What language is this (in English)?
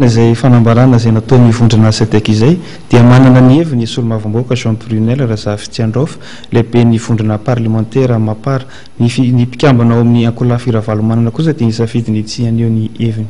Malagasy